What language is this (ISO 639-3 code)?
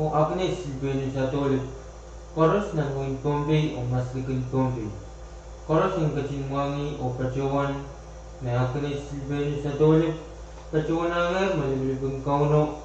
pon